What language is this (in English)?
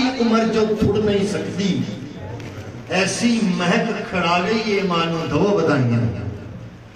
Hindi